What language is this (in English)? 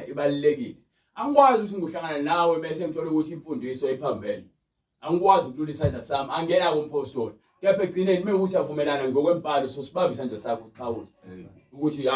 Zulu